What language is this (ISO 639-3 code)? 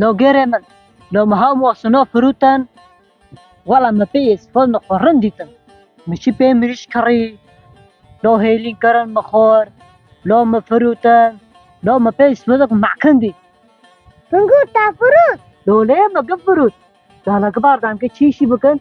kur